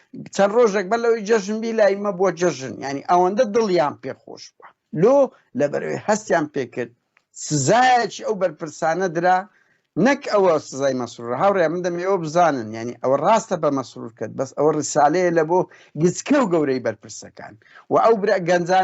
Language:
Central Kurdish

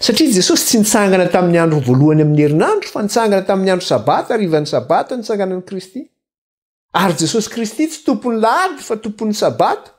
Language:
Malagasy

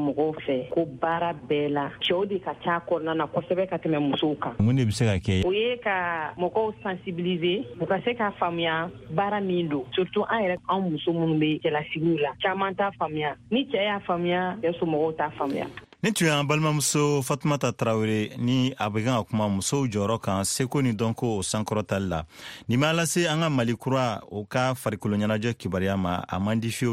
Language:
Bambara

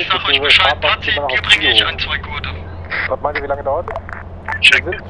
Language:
German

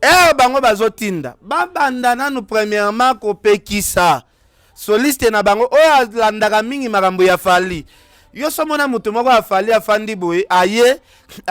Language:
Lingala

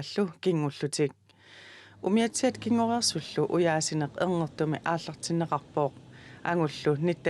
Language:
Kalaallisut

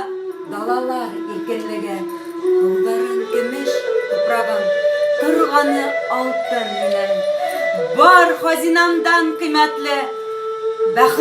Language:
Bashkir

